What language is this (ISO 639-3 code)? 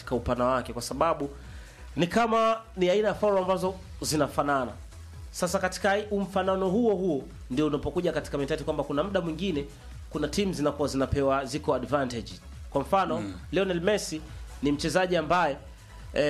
swa